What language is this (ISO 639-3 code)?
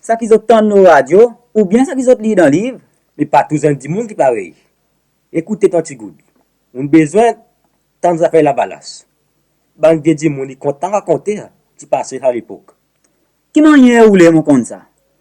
crs